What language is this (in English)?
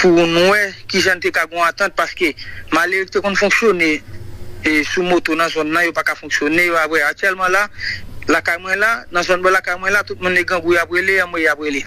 Haitian Creole